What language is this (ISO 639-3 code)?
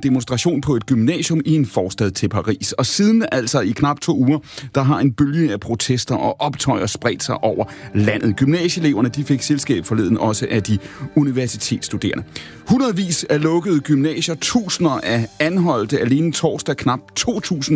dan